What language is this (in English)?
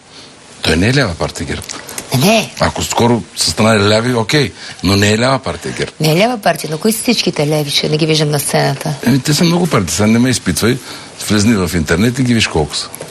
Bulgarian